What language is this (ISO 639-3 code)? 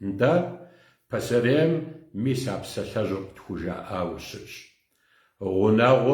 kbd